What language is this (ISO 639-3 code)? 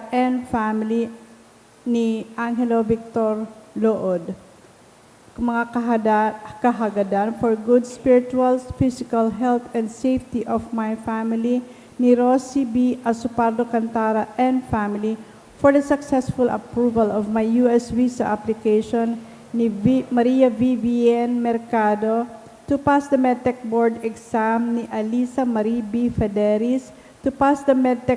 bik